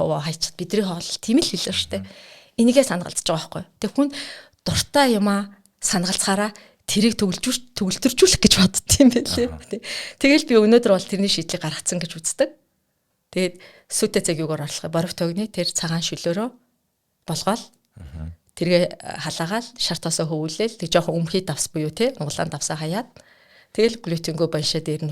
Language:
Mongolian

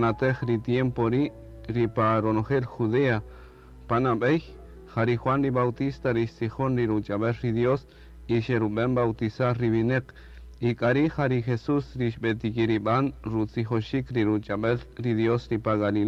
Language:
Kaqchikel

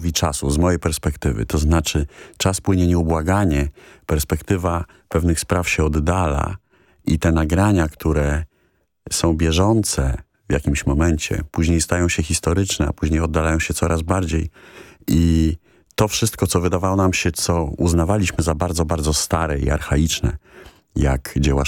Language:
Polish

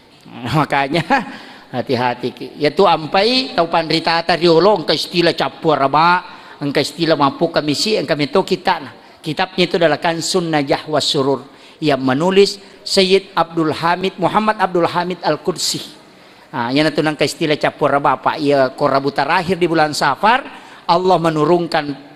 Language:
Buginese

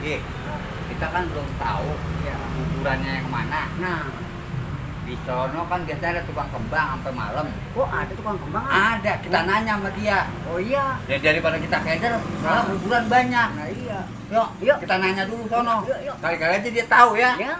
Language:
Betawi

